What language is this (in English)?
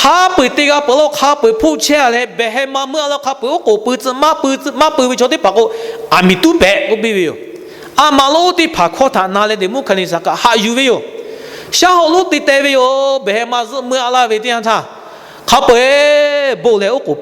Lahu